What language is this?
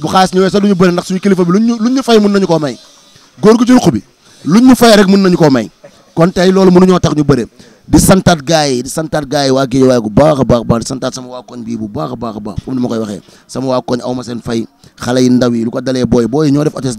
Wolof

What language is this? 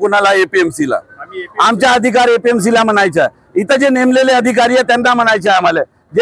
Marathi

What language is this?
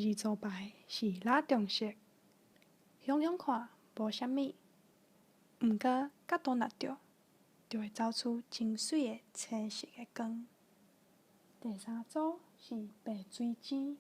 Min Nan Chinese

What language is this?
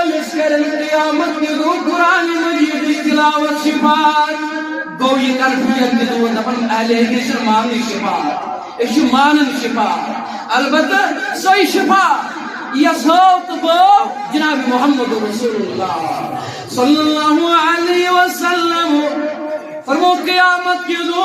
Kashmiri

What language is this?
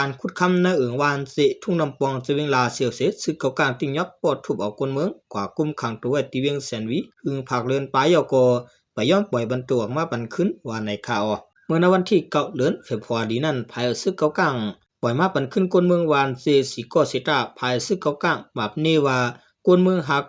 Shan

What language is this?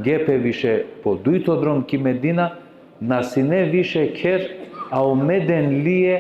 Balkan Romani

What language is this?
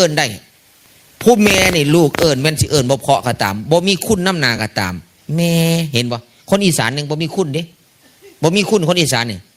Northeastern Thai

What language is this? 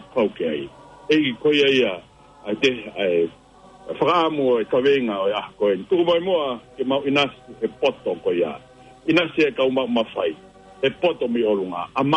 Tongan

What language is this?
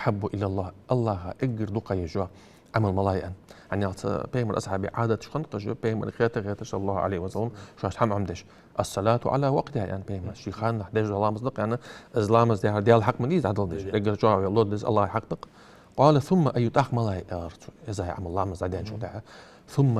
Ingush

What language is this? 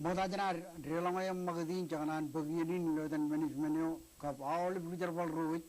Marshallese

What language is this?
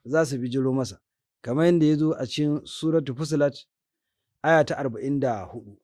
Hausa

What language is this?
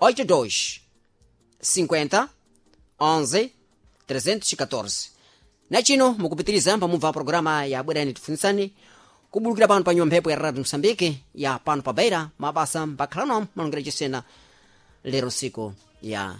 Sena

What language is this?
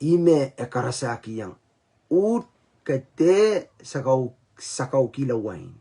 Pohnpeian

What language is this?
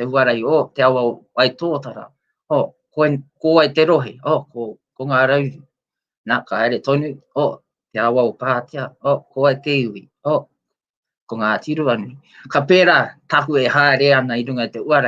Māori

